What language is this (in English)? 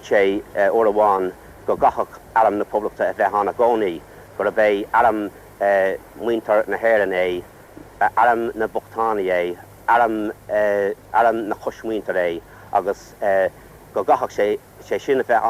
Irish